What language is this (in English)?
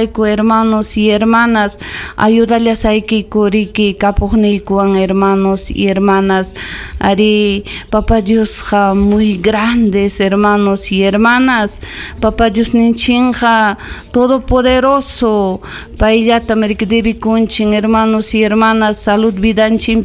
Ayacucho Quechua